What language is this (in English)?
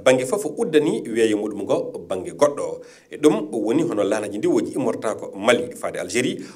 Fula